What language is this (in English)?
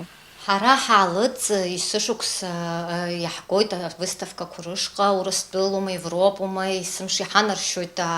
Abkhazian